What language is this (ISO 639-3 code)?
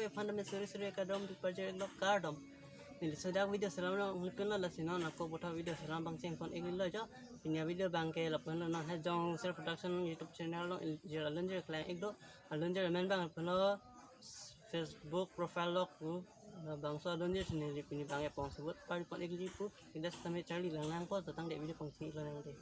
mjw